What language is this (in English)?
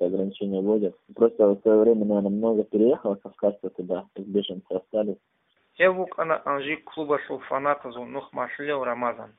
Avaric